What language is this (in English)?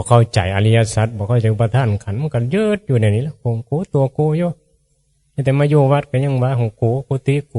Northeastern Thai